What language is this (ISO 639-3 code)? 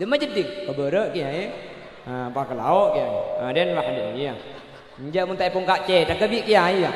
mad